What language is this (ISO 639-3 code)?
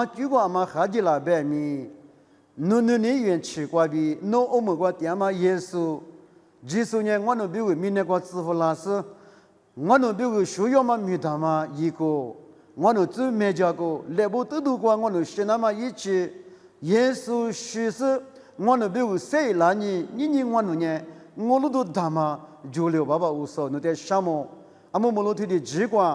lis